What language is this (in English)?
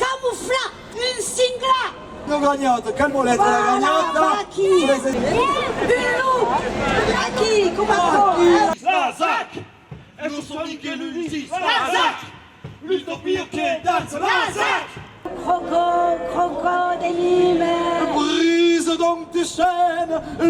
Occitan